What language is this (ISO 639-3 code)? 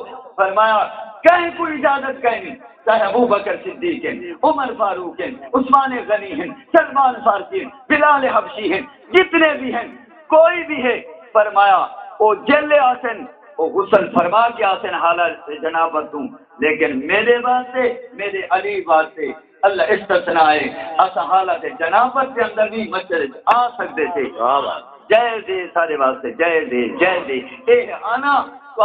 skr